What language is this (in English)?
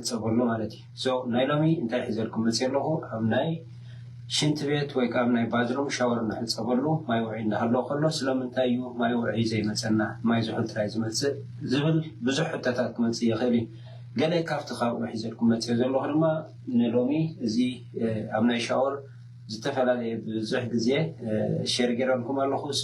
Tigrinya